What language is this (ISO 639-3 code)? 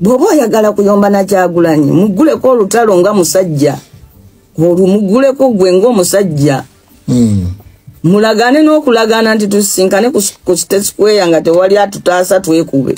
lug